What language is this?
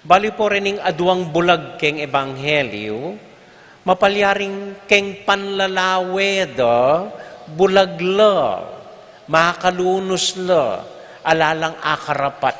Pampanga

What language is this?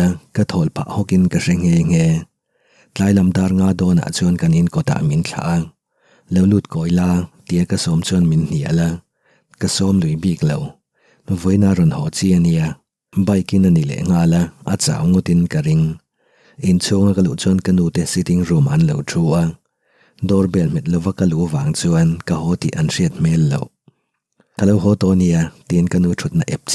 Mizo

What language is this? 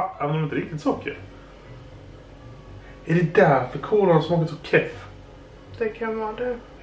Swedish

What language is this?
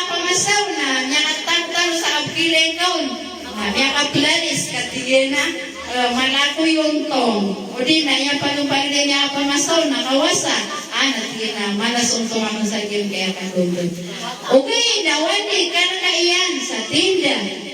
Maranao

